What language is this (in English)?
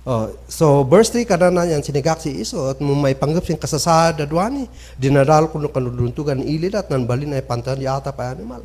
Kankanaey